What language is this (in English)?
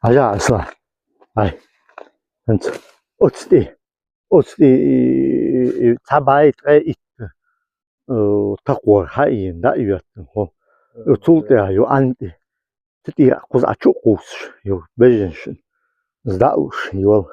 Chechen